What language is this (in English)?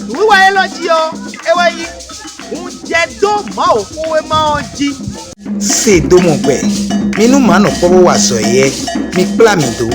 Fon